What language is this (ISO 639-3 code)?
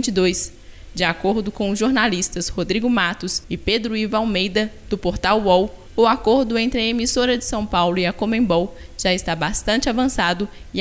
por